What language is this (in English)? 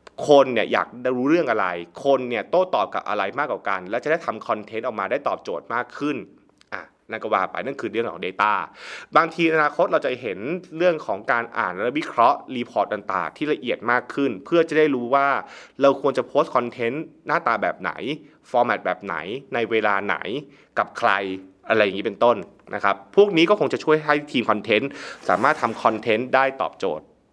Thai